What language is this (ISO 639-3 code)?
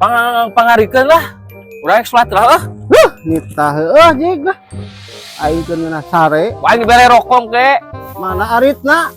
sun